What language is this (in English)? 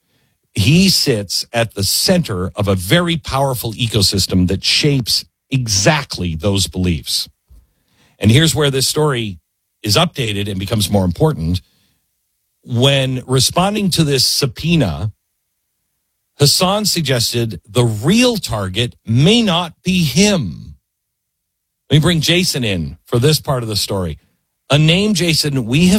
English